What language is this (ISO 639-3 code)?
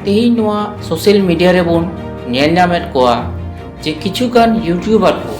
sat